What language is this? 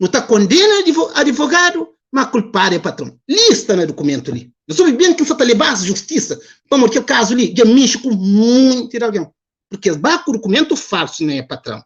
Kabuverdianu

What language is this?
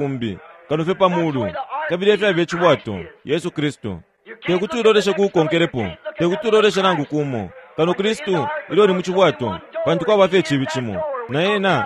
Bemba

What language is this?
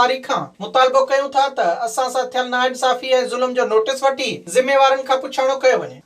Sindhi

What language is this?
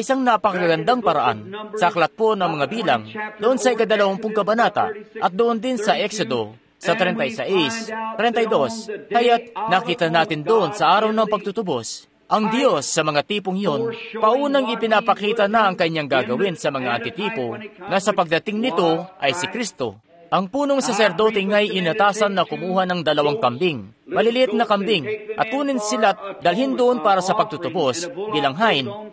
Filipino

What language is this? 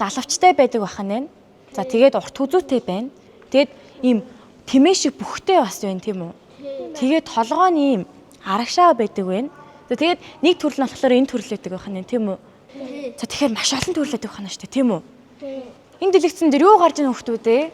Mongolian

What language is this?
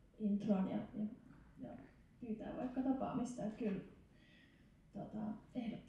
Finnish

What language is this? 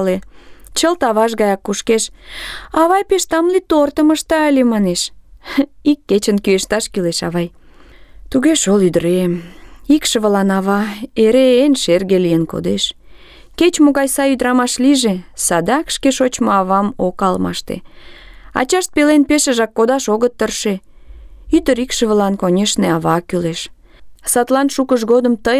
Mari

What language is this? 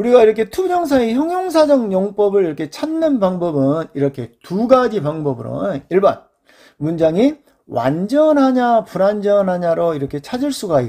Korean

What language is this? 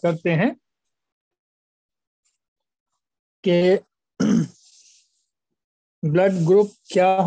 Hindi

